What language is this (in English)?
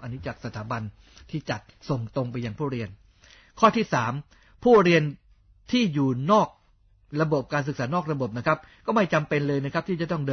Thai